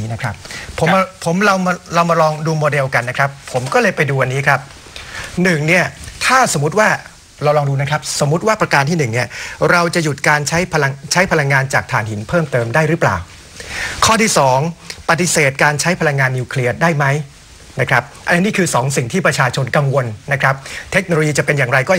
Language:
Thai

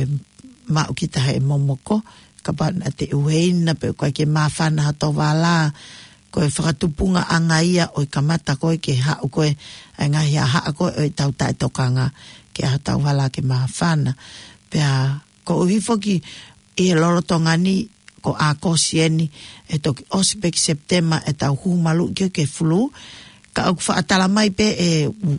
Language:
Tongan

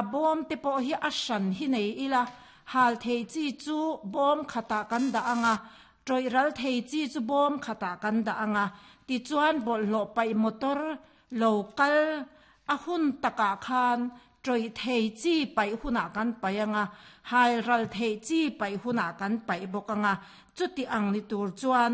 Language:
Mizo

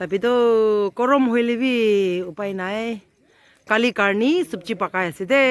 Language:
Naga Pidgin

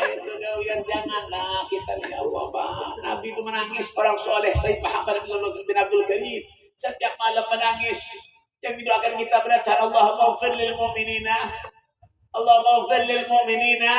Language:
Banjar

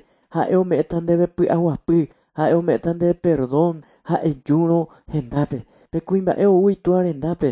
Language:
Guarani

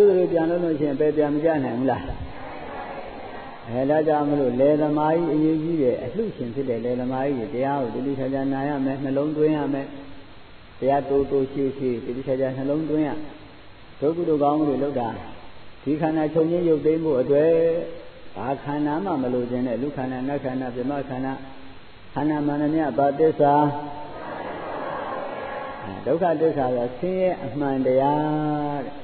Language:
Burmese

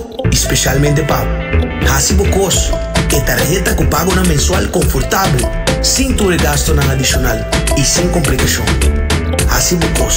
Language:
Papiamento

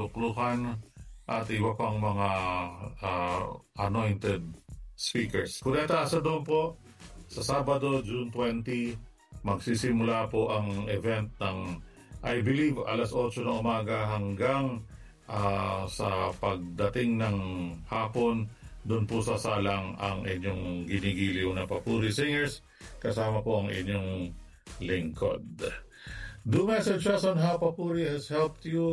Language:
Filipino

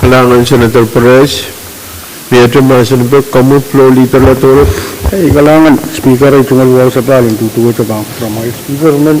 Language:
Pohnpeian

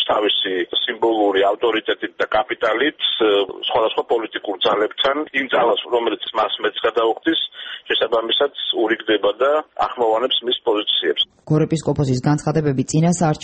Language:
Georgian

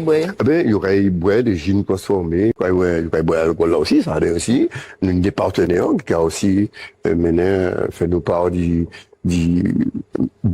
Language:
Guadeloupean Creole French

